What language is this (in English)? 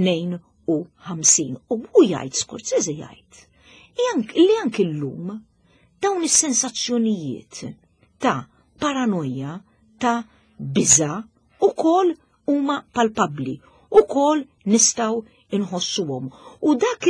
Maltese